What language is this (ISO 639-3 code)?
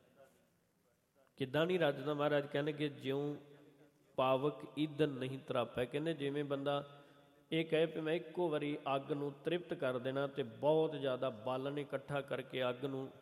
pan